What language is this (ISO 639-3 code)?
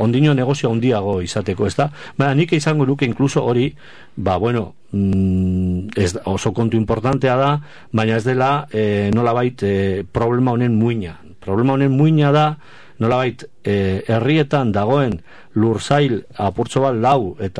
eus